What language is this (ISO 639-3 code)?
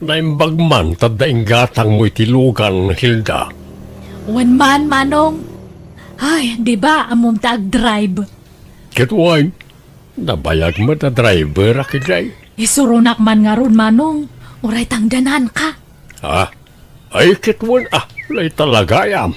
ilo